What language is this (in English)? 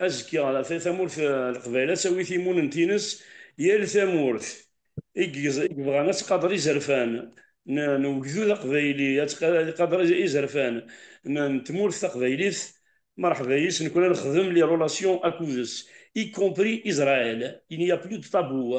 Kabyle